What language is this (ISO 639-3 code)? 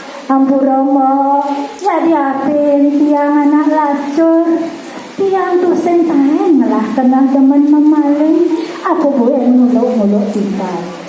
ban